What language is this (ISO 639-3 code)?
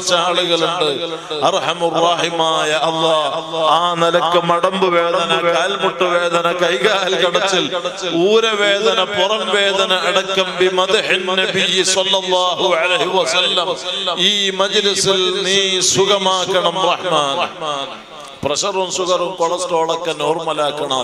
mal